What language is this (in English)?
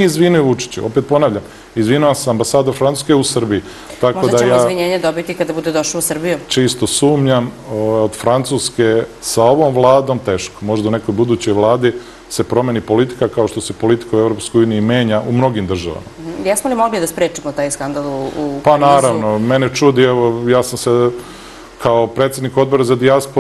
Serbian